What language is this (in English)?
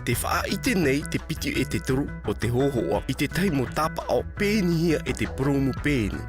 Tahitian